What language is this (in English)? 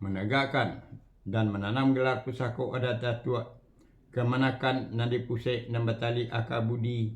Minangkabau